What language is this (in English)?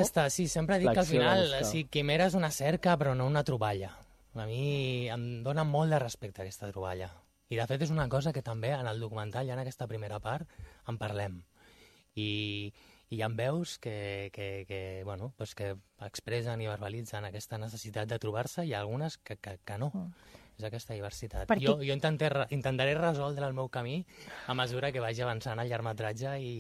Catalan